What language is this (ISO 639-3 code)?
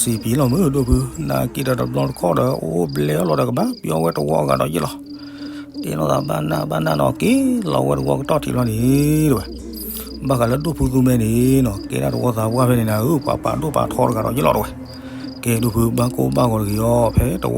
ksw